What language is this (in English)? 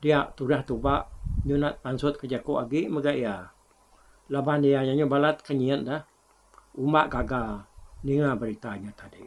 Iban